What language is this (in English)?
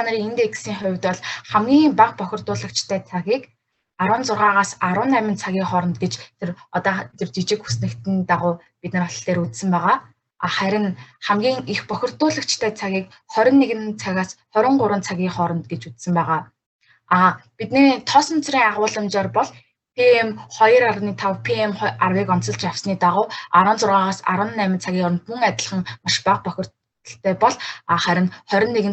Mongolian